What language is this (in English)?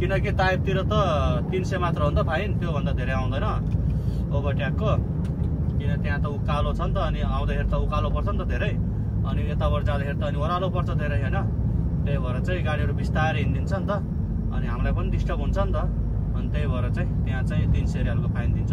Nepali